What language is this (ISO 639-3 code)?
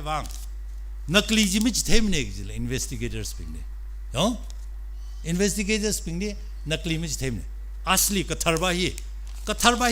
nmf